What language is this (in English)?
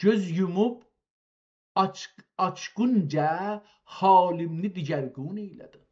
South Azerbaijani